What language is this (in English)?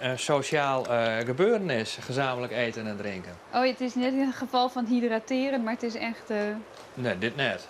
Western Frisian